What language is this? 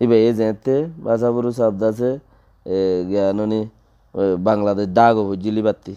Rohingya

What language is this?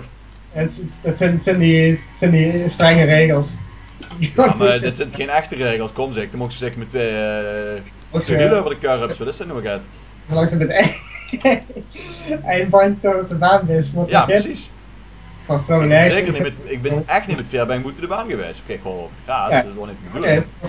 Dutch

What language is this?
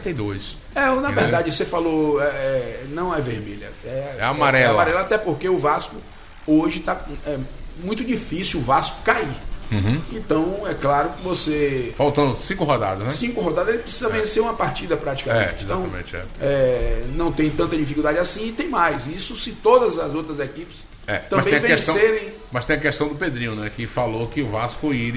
Portuguese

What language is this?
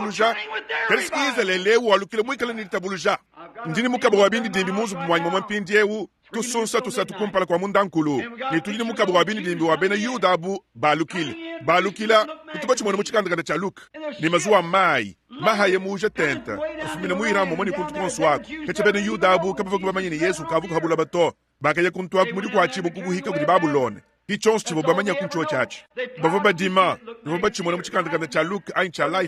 Luba-Lulua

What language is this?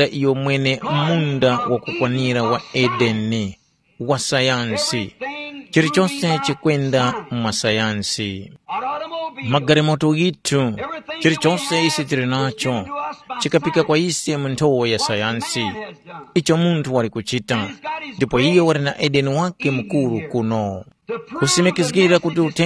Tumbuka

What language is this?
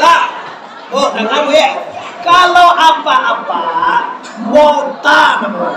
Minangkabau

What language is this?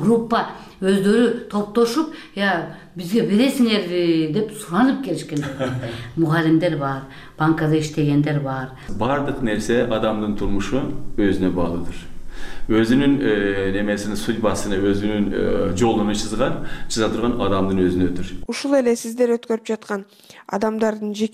Kyrgyz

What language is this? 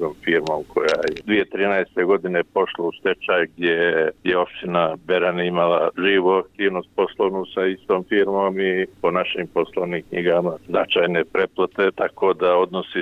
Serbian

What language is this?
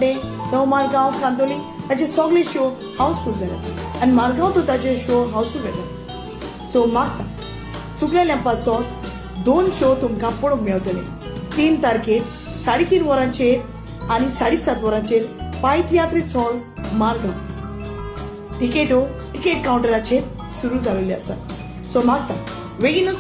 Konkani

